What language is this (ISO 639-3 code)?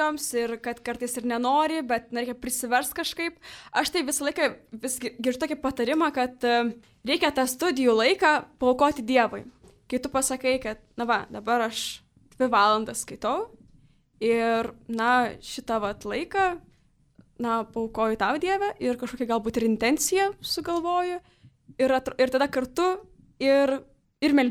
lit